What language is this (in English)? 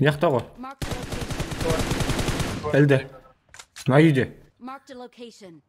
Kara-Kalpak